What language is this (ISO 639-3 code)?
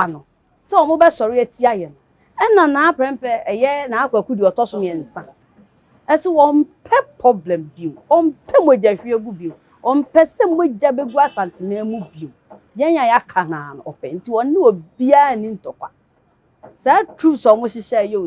aka